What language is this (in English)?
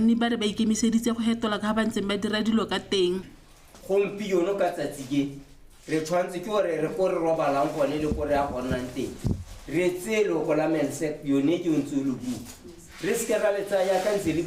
Tswana